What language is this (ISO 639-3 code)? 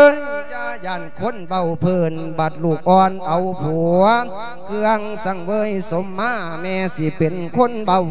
lao